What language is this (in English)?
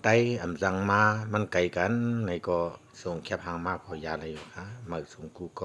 Shan